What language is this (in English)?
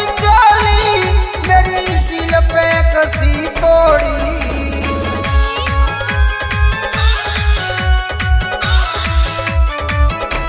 Bhojpuri